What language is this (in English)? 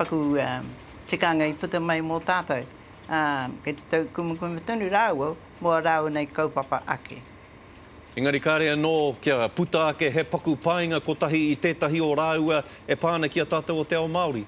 Māori